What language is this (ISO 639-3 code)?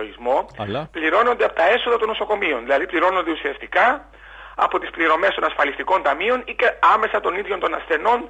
ell